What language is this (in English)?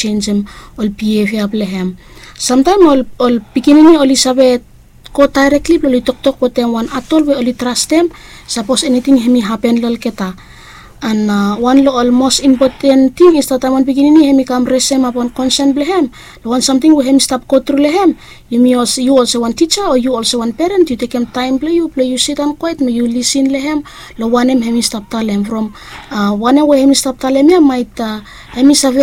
Bislama